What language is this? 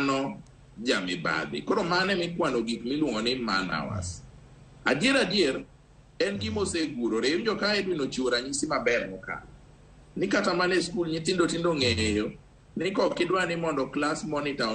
Luo (Kenya and Tanzania)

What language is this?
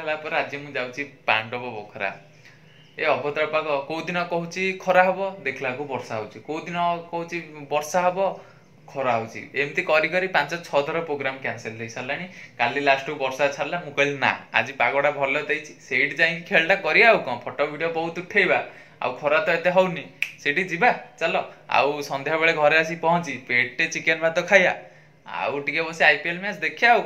Odia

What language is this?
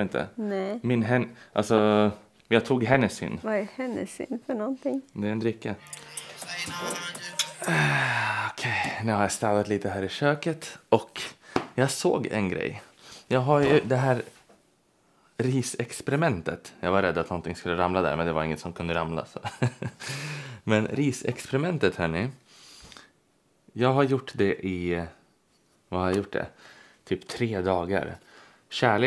Swedish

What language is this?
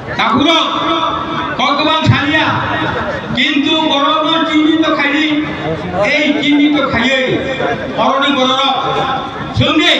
Kok Borok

